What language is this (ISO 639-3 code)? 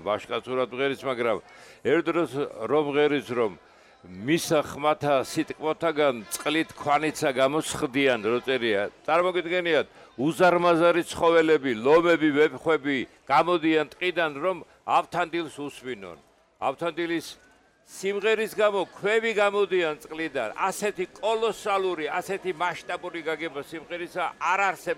kat